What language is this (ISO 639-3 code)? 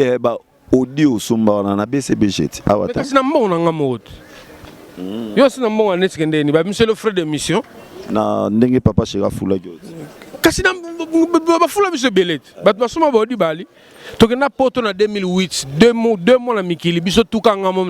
lin